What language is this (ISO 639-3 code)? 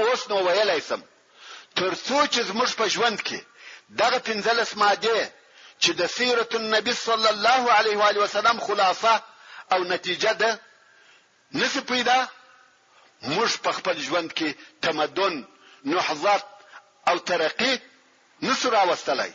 pus